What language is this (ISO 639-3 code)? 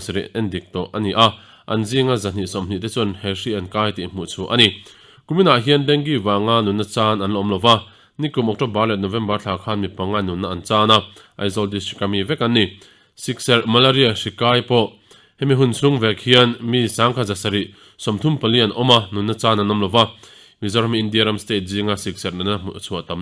lus